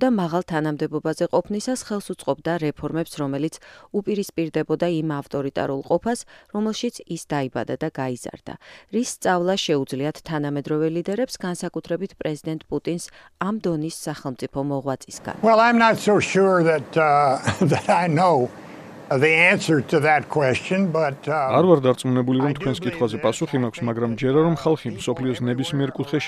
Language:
Georgian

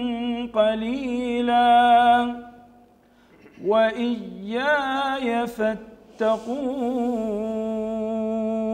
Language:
Arabic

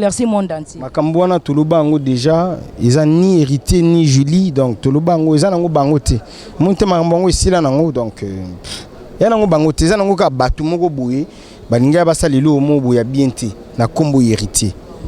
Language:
Lingala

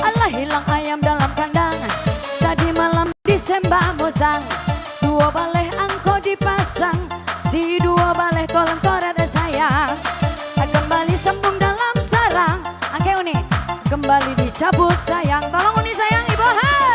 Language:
Minangkabau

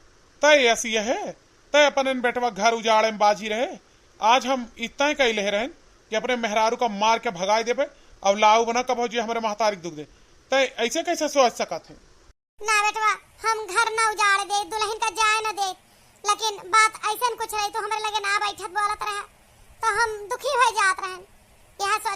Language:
Awadhi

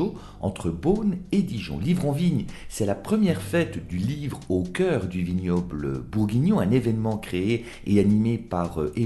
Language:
French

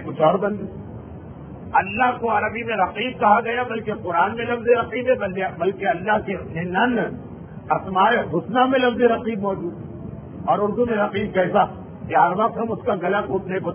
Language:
Urdu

